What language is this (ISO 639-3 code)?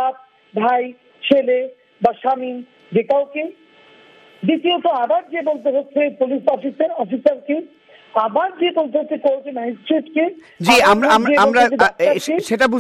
ben